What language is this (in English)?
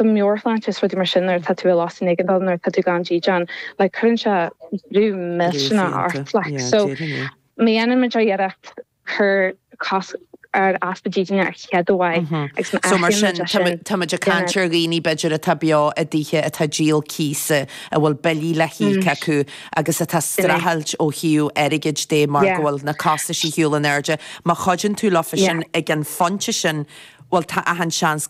Irish